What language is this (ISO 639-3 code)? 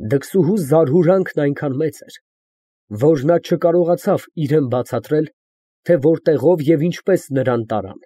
hye